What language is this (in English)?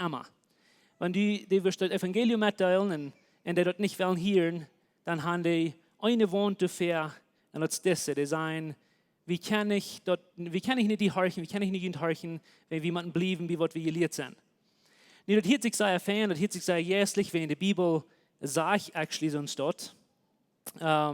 Plautdietsch